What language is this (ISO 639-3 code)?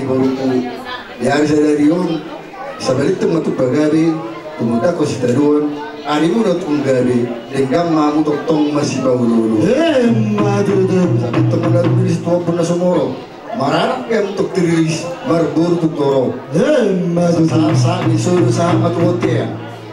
bbc